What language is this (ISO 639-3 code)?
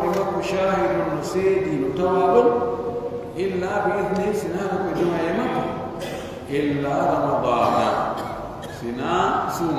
fuf